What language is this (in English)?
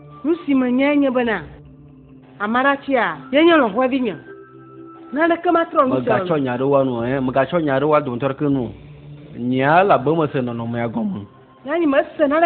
Ewe